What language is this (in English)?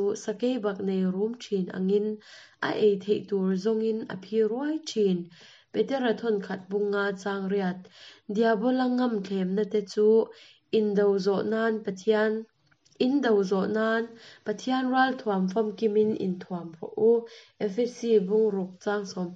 Mizo